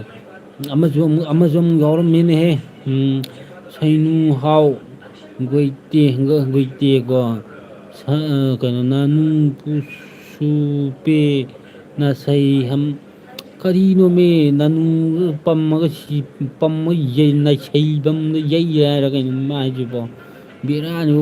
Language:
Manipuri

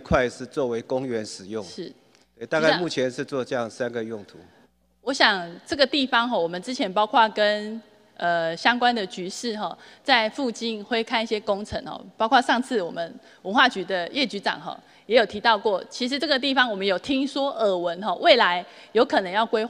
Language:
Chinese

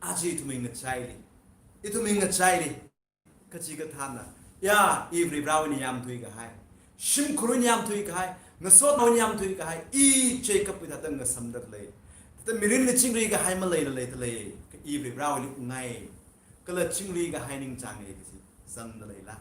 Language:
Tangkhul Naga (India)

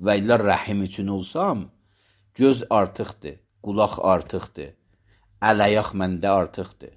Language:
Azerbaijani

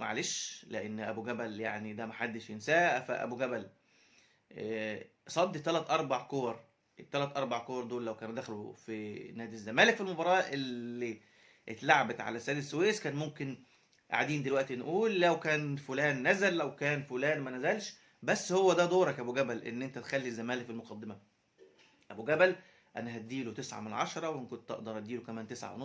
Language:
Egyptian Arabic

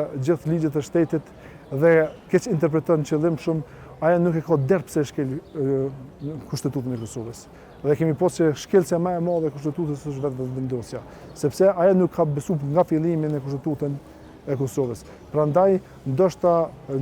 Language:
Albanian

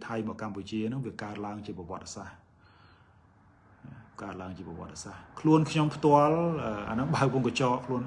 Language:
Khmer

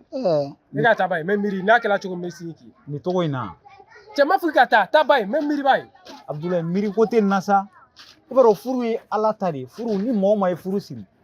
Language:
Bambara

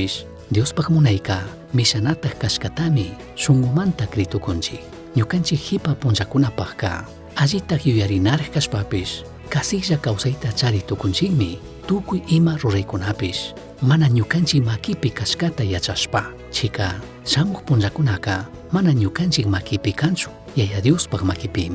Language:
Chimborazo Highland Quichua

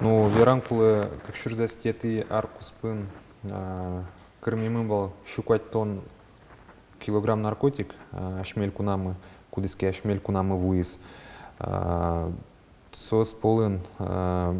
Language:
Udmurt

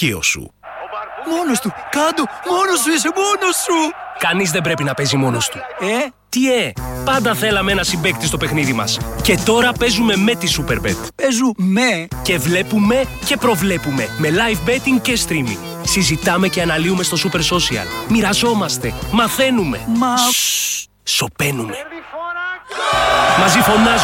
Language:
Greek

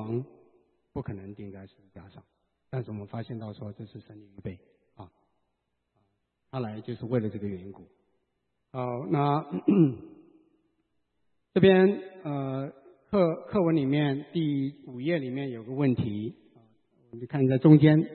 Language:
Chinese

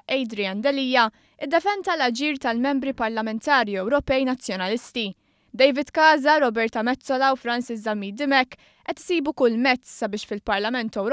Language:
Maltese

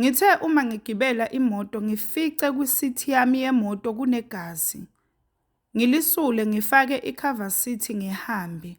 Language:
Zulu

